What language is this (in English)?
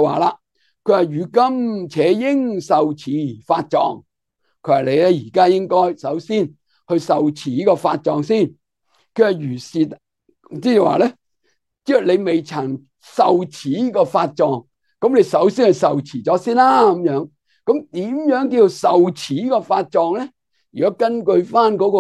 Cantonese